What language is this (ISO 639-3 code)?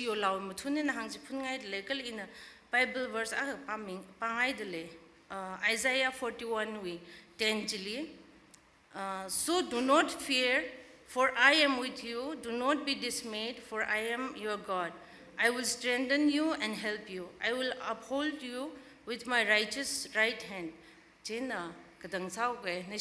nmf